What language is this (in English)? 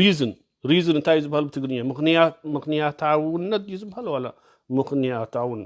Tigrinya